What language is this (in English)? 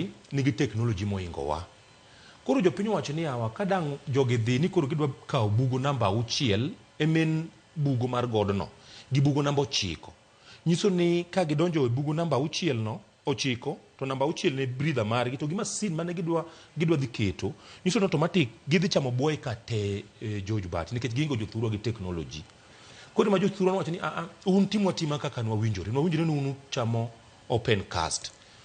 Luo (Kenya and Tanzania)